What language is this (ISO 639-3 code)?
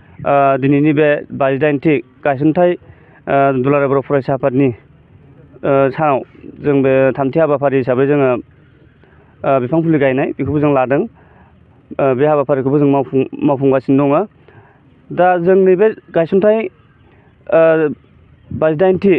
brx